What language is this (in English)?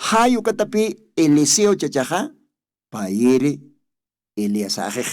Aymara